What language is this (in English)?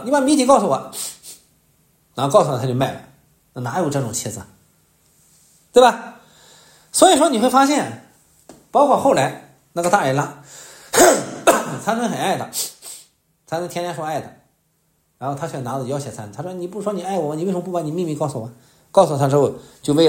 Chinese